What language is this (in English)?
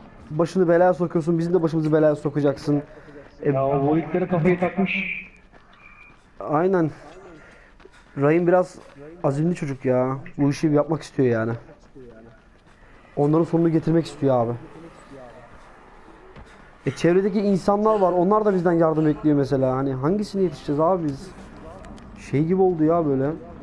Turkish